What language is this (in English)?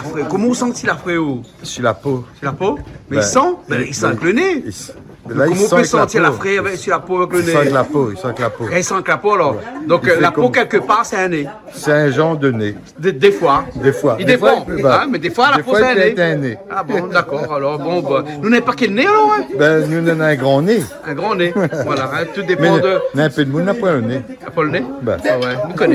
Réunion Creole French